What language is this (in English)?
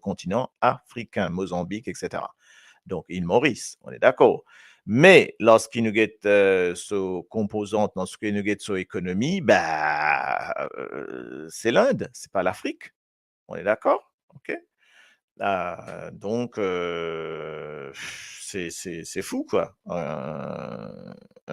Morisyen